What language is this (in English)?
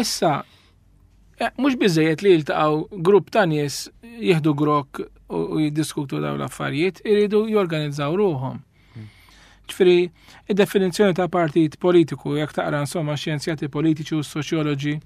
Maltese